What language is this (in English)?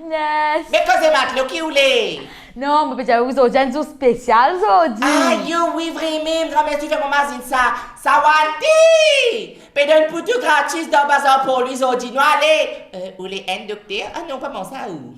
Morisyen